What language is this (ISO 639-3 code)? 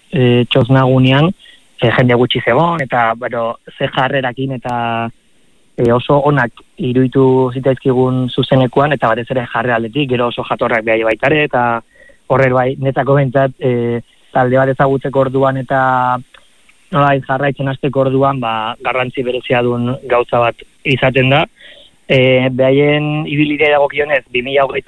eus